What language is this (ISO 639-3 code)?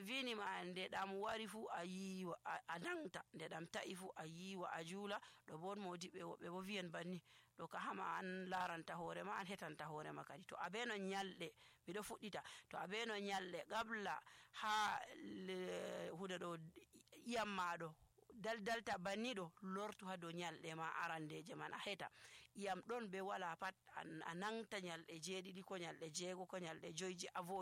fuv